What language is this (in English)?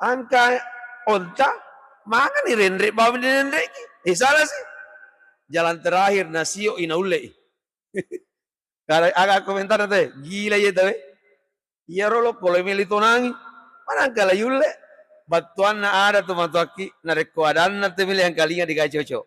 Buginese